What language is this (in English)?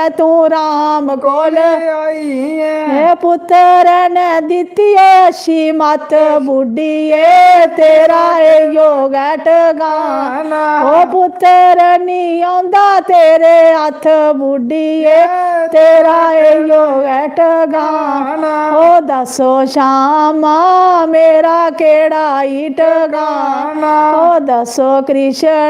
Dogri